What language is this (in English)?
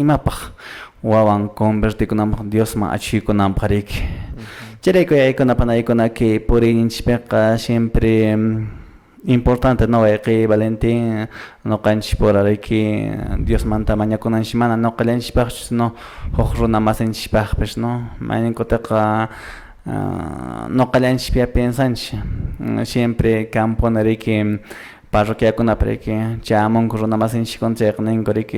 Quechua